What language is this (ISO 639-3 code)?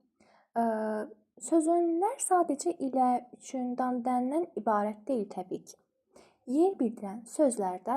aze